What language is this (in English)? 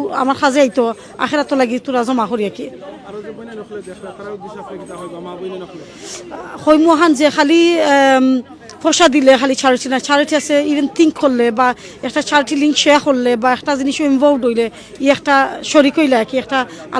Sylheti